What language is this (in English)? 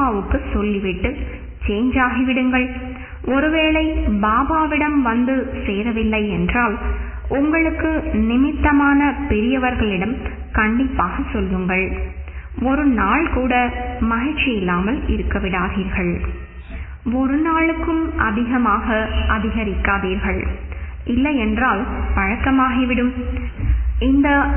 Tamil